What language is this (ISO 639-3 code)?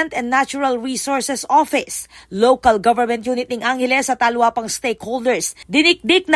pam